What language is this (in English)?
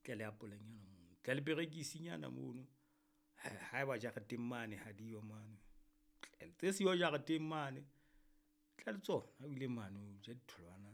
Southern Sotho